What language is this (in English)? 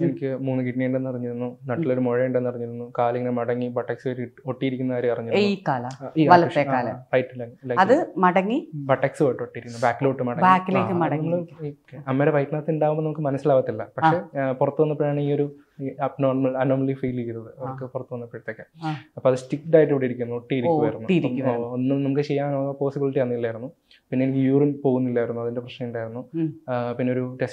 Malayalam